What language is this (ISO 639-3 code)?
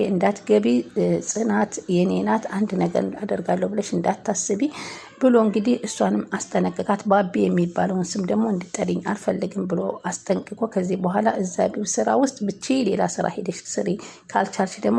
amh